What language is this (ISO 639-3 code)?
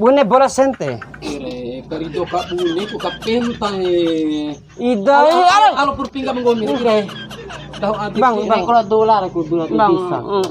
bhp